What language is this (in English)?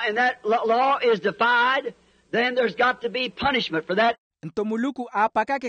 Makhuwa